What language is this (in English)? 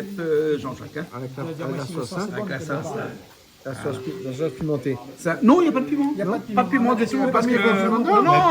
Réunion Creole French